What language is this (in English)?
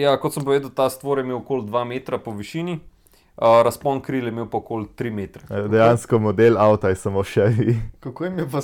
Slovenian